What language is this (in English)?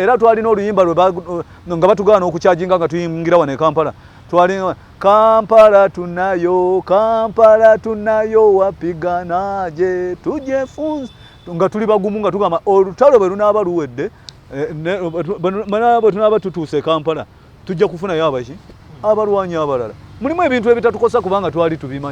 Ganda